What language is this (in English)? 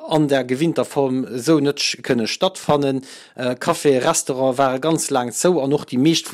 Luxembourgish